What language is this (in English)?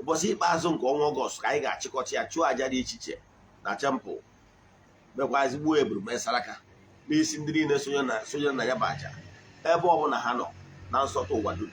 Igbo